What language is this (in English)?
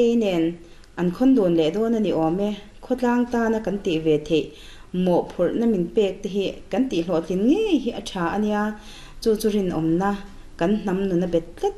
Mizo